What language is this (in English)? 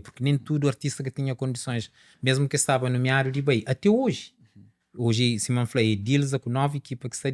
Kabuverdianu